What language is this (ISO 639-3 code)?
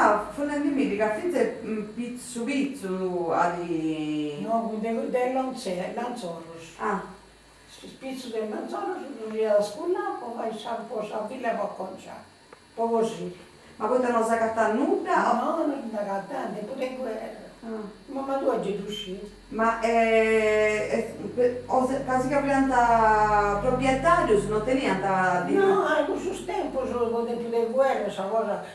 srd